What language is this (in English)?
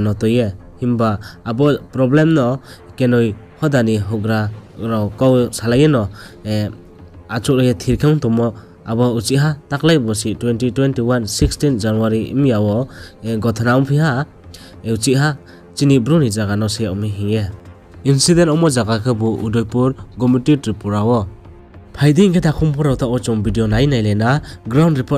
Riang (India)